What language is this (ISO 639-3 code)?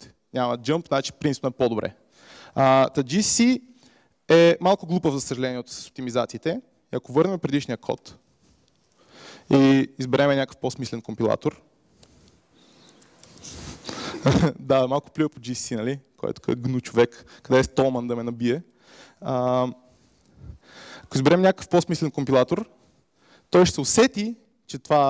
bul